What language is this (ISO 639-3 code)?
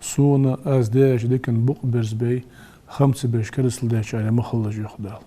inh